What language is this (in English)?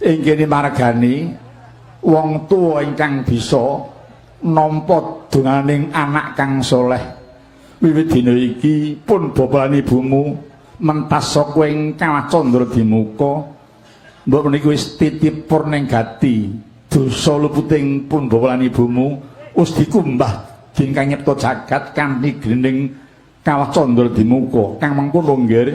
Javanese